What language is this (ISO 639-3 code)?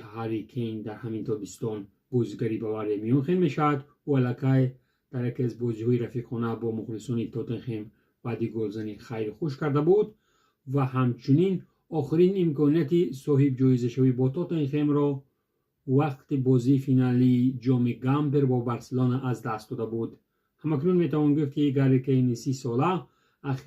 tgk